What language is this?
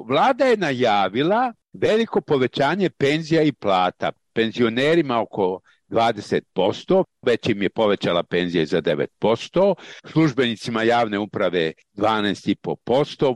Serbian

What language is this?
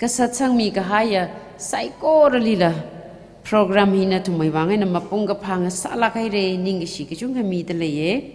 Tangkhul Naga (India)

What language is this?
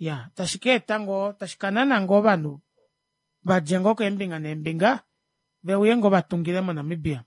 Kuanyama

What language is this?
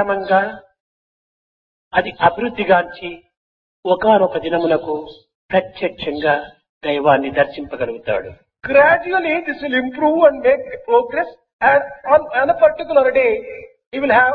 Telugu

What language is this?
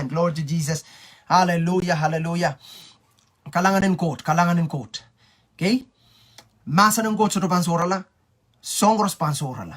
Pohnpeian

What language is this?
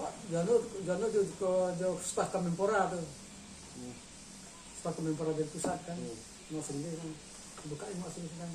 Minangkabau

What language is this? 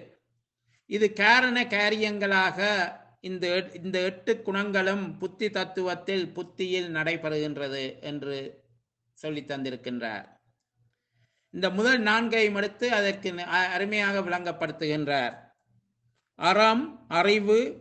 Tamil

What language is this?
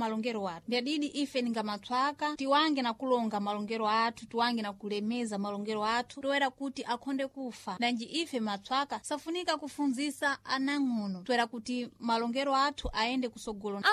Sena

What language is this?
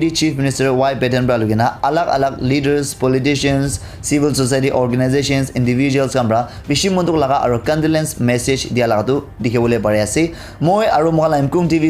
Naga Pidgin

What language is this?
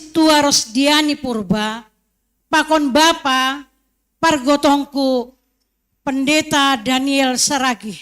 Batak Simalungun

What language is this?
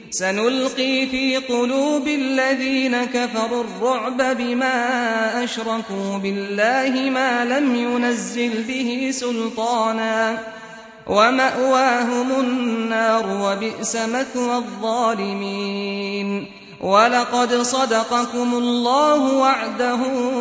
Arabic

